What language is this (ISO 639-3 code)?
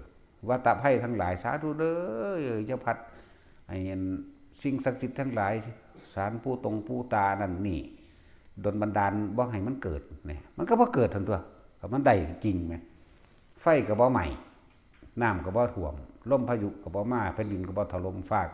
tts